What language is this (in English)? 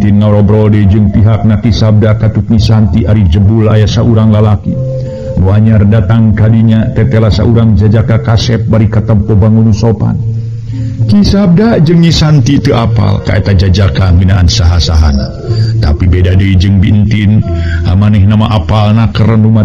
Sundanese